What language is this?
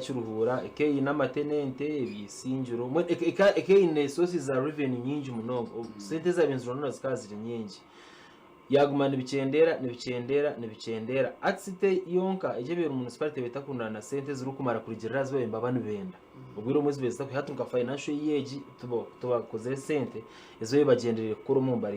Nyankole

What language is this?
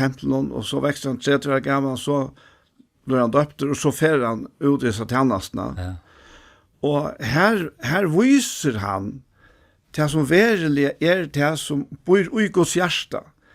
Faroese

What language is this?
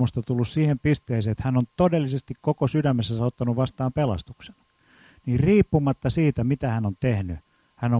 Finnish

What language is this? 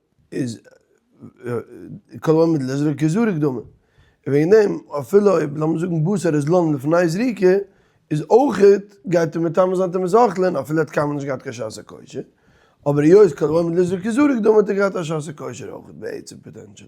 Yiddish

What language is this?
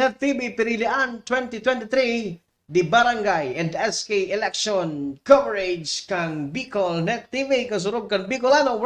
Bikol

